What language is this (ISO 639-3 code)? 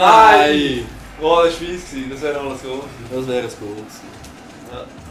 gsw